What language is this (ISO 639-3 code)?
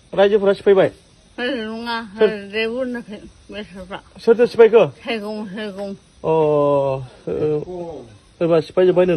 brx